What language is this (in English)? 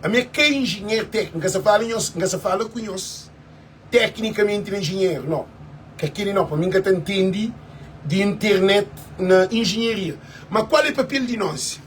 Kabuverdianu